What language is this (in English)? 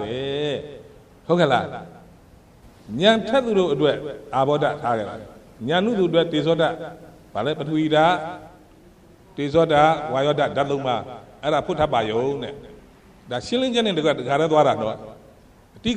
Burmese